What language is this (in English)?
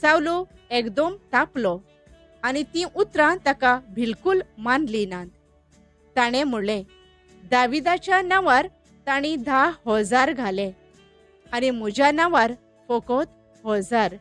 Konkani